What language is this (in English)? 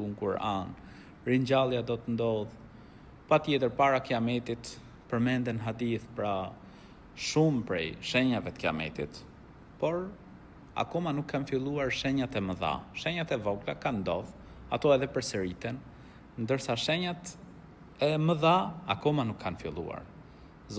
Albanian